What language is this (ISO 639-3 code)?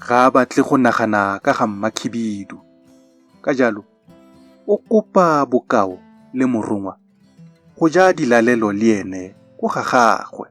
tsn